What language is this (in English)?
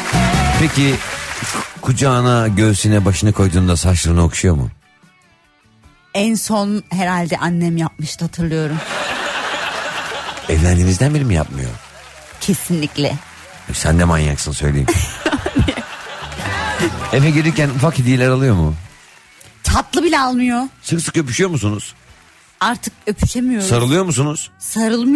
Turkish